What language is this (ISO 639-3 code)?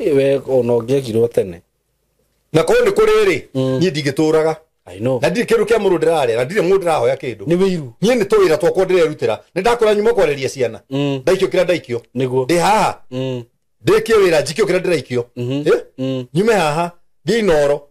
kik